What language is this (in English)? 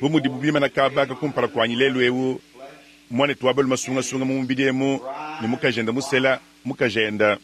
Luba-Lulua